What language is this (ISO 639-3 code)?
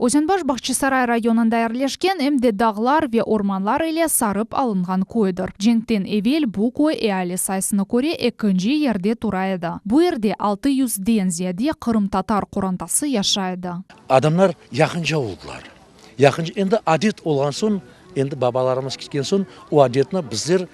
crh